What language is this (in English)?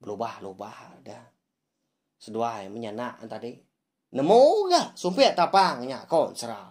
Iban